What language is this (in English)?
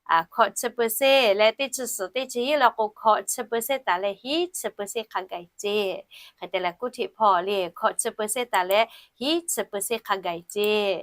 Lahu